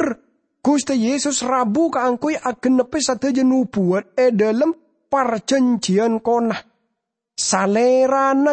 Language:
Madurese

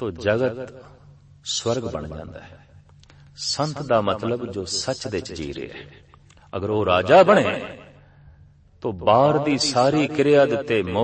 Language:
Punjabi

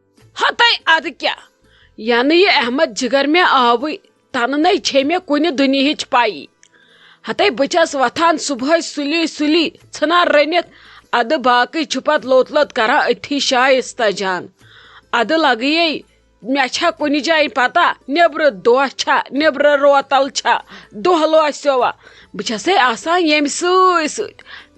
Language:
Kashmiri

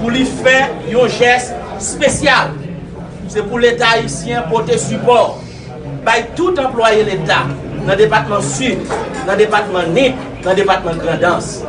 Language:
Haitian Creole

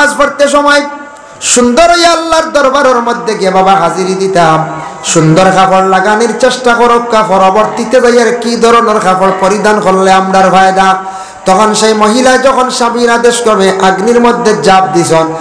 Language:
Sylheti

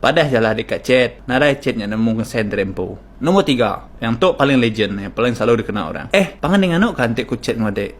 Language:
Iban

